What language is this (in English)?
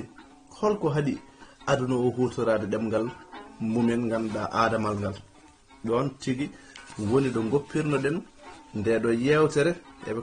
Fula